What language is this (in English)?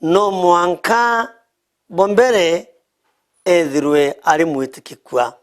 Meru